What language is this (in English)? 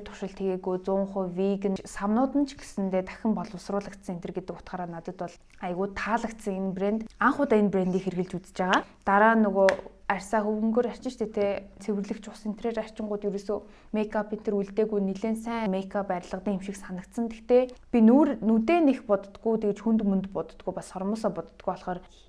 Mongolian